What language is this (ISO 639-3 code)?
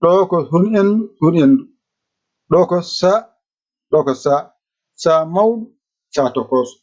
ful